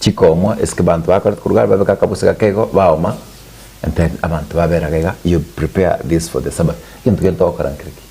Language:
Gusii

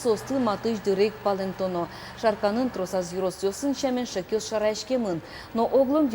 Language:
Udmurt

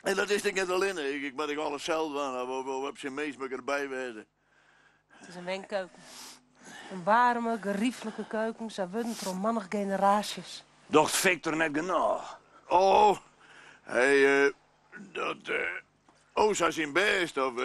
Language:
Western Frisian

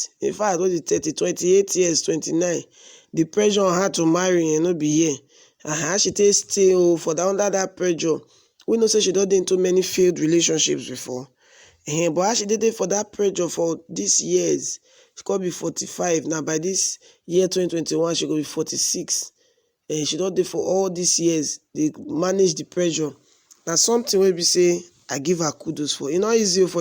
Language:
Nigerian Pidgin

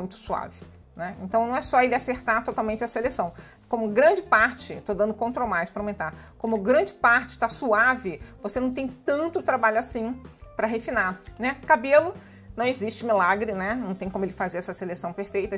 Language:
Portuguese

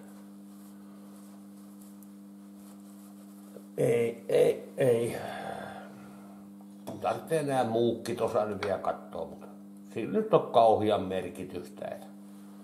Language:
Finnish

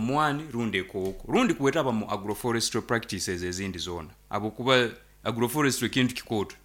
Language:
Nyoro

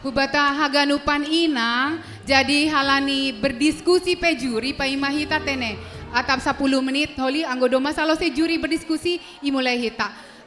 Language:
Batak Simalungun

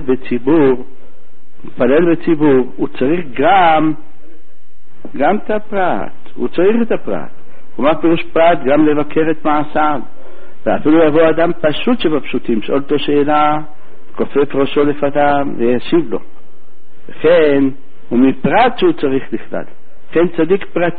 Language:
Hebrew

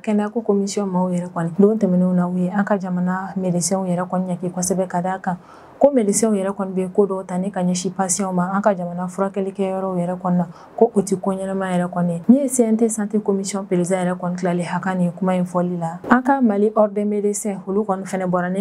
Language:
Bambara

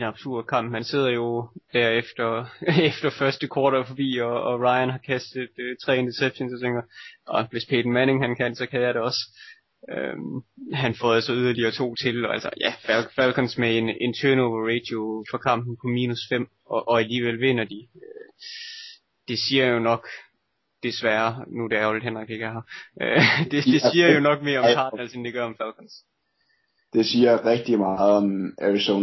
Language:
Danish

